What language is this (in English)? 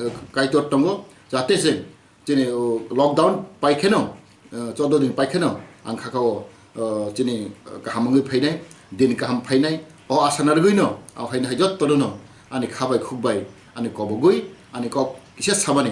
Kok Borok